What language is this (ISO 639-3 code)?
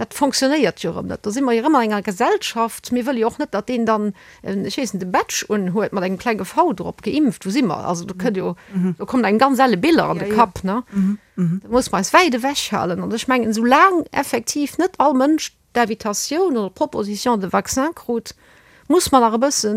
ltz